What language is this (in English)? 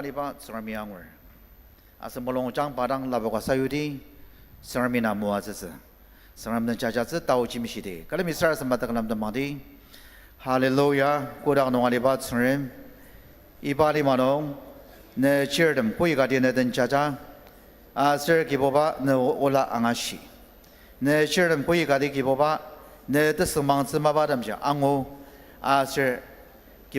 Ao Naga